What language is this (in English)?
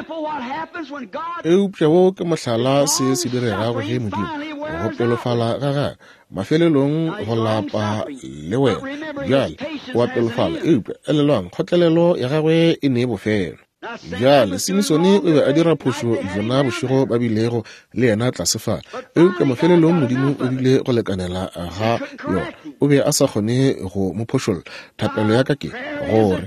Northern Sotho